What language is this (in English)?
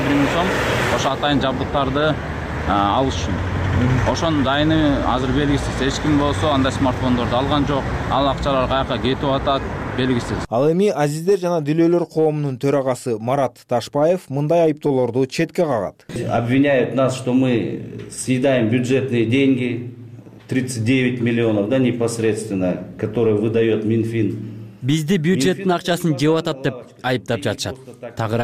Kyrgyz